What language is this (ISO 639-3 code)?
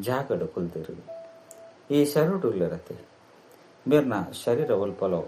tcy